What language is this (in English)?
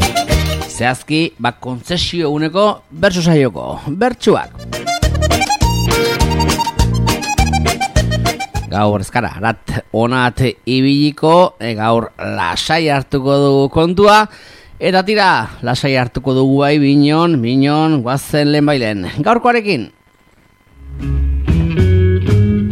Basque